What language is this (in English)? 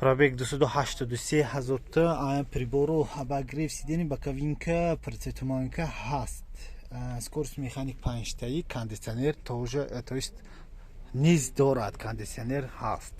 Tajik